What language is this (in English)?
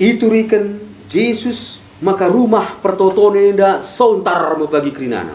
Batak Karo